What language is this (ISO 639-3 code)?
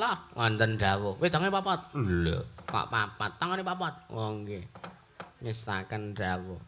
jav